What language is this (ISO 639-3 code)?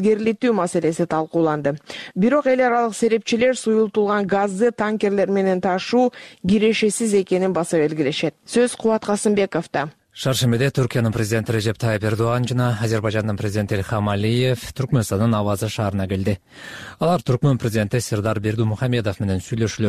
kir